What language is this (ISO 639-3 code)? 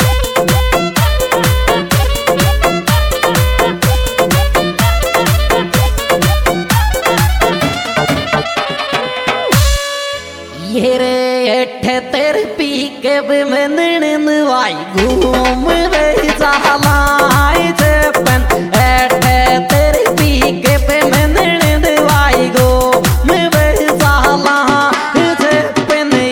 hin